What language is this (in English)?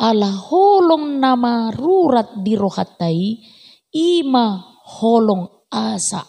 Batak Toba